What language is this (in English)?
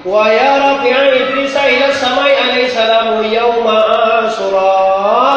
Minangkabau